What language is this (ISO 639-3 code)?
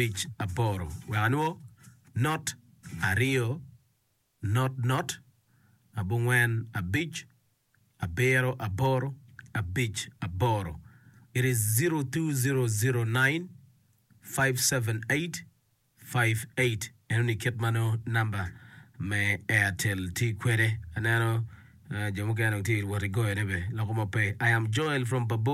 ach